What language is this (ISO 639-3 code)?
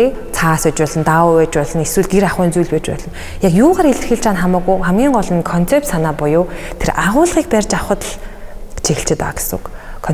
mon